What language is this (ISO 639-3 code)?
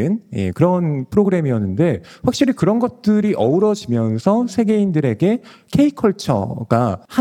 kor